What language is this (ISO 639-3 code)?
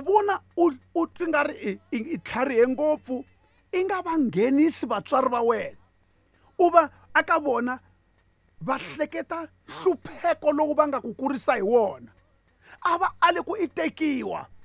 tso